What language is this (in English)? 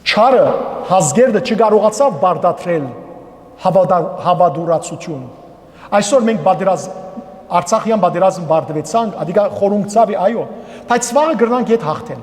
Western Armenian